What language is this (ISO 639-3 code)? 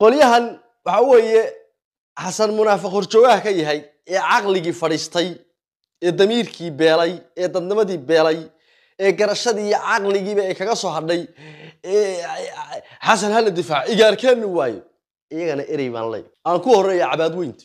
som